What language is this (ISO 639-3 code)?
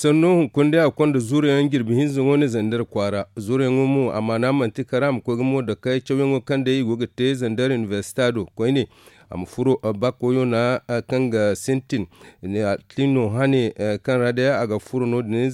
dje